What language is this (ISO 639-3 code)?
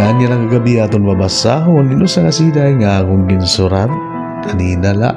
war